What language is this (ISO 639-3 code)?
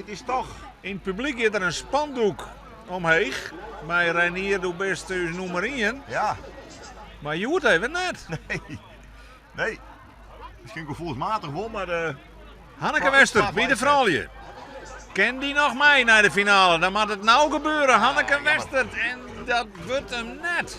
fry